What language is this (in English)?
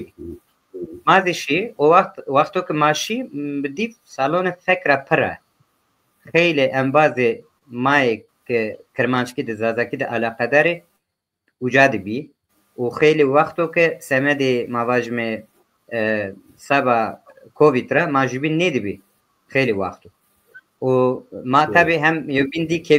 Zaza